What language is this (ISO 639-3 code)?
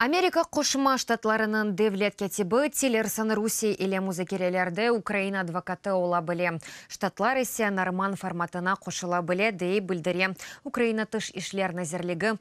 crh